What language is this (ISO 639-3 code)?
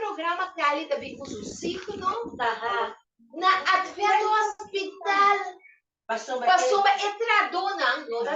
pap